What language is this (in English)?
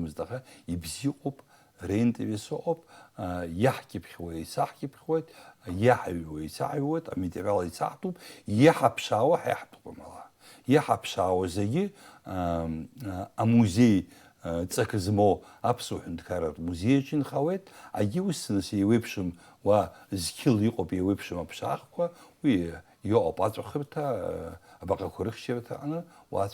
Abkhazian